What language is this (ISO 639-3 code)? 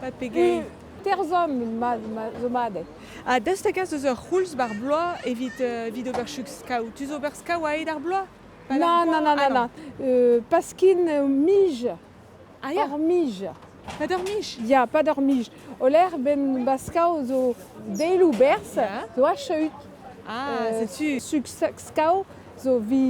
bre